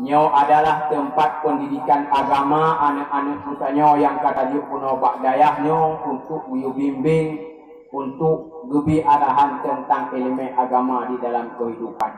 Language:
Achinese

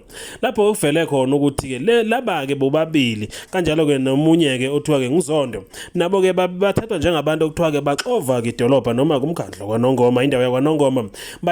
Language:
Zulu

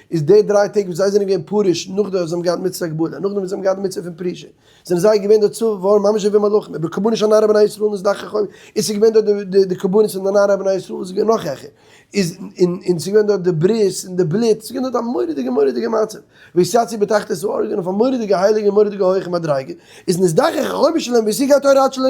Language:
Yiddish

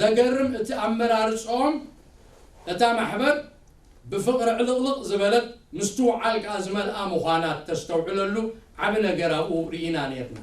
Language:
Tigrinya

